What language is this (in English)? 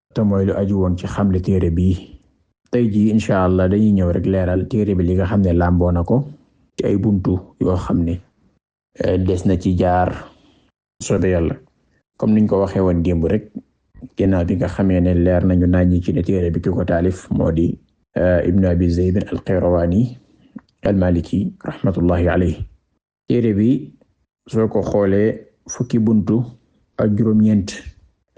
Wolof